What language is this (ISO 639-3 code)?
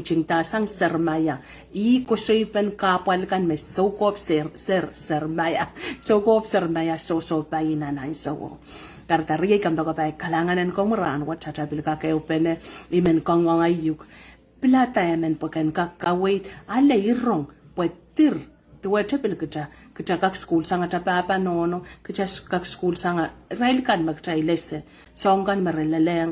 pon